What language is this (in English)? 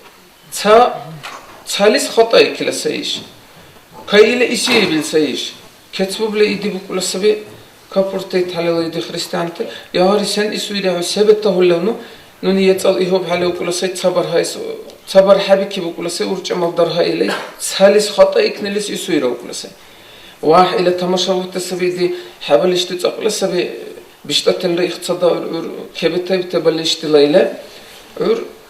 Dargwa